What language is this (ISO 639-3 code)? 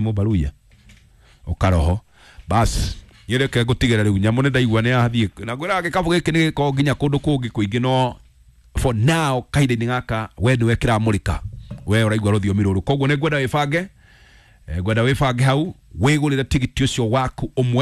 kik